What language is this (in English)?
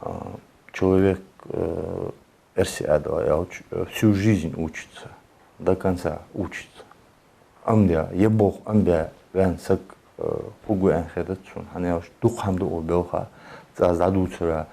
Ingush